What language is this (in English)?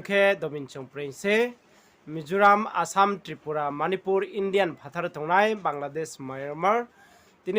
Riang (India)